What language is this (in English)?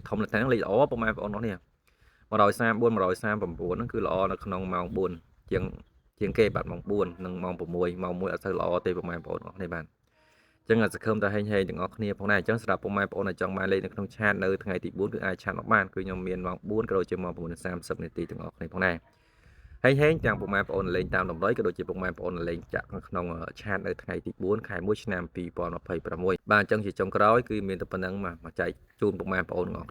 Khmer